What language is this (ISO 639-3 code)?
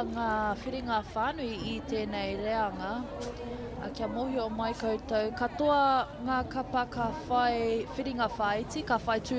mri